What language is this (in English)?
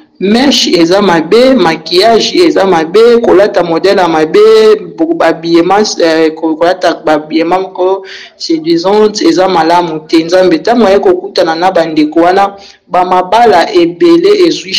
Lingala